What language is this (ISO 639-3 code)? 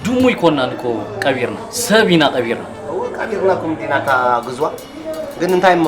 tir